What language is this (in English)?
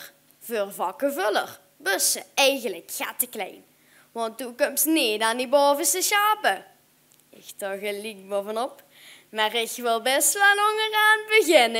Limburgish